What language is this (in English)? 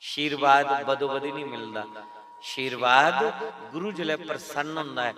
Dogri